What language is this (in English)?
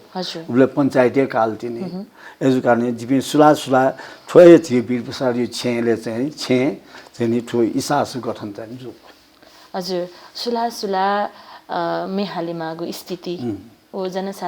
Newari